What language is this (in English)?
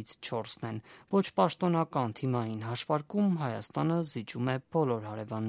Armenian